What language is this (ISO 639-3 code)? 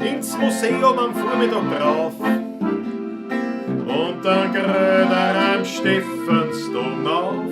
bar